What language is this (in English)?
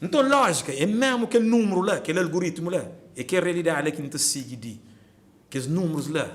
Kabuverdianu